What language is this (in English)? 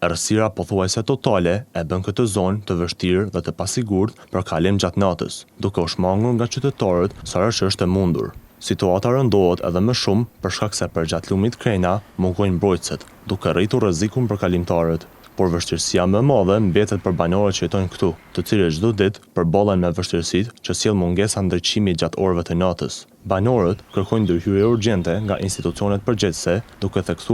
Albanian